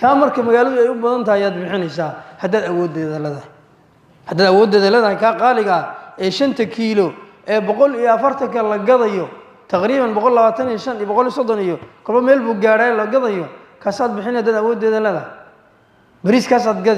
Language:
Somali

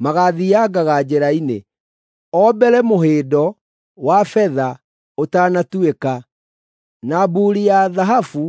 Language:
Kikuyu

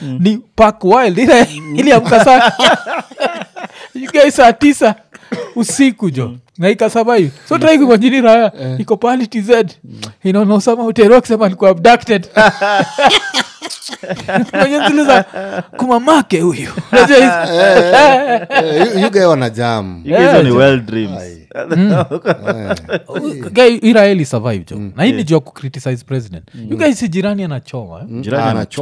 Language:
Swahili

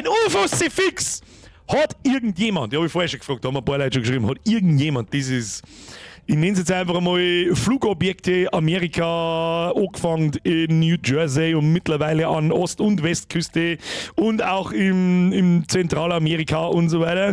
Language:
Bavarian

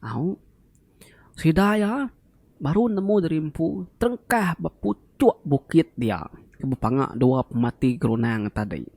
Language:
Iban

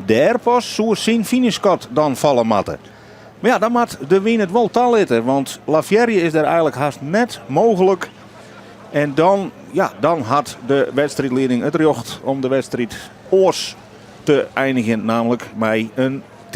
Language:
Western Frisian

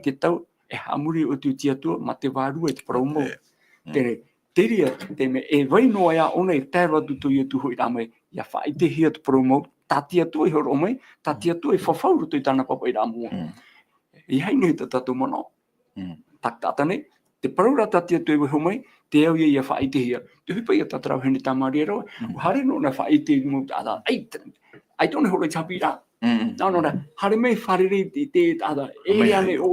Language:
Tahitian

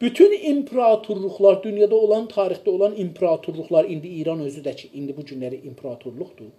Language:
South Azerbaijani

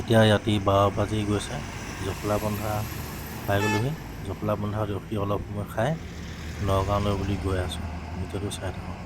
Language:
Assamese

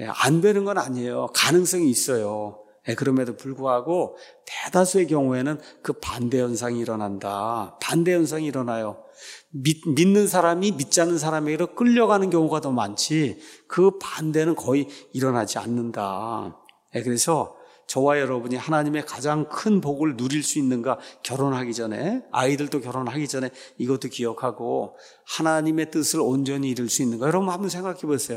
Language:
Korean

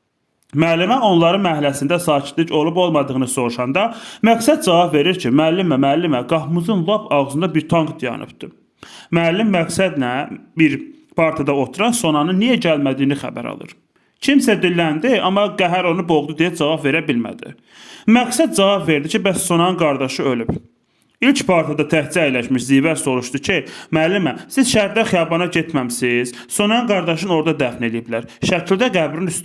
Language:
Azerbaijani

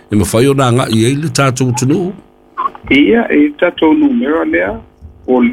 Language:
Samoan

